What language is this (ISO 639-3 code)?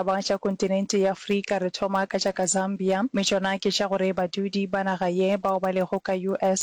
nso